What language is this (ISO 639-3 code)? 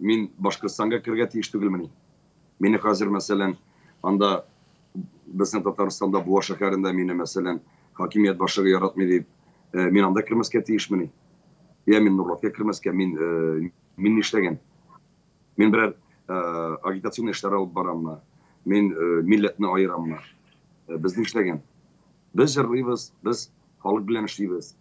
tat